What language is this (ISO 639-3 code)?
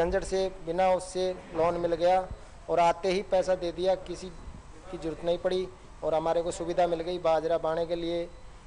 hin